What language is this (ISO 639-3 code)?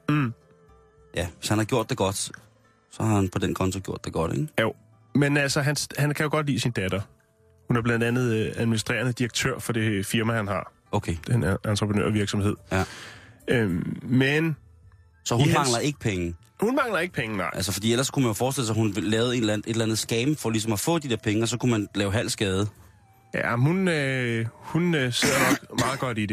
dan